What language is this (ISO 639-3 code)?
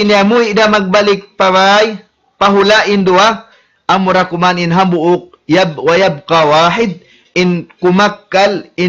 tsg